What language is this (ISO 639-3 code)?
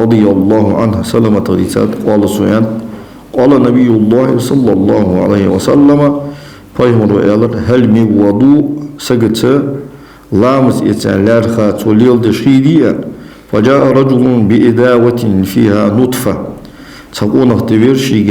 inh